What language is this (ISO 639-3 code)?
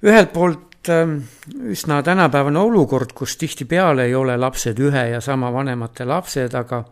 est